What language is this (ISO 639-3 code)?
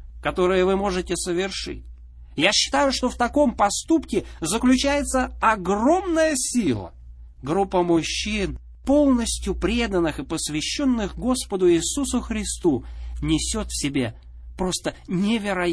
rus